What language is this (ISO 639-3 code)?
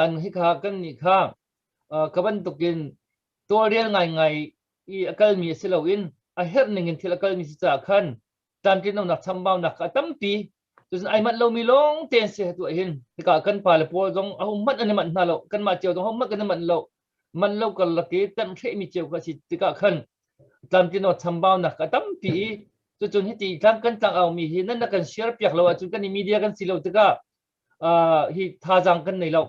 cnh